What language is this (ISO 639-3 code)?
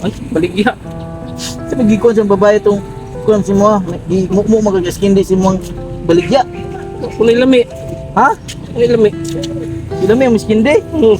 ceb